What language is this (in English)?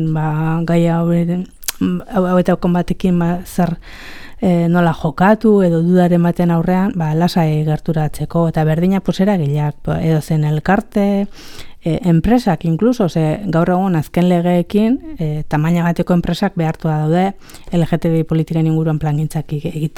Basque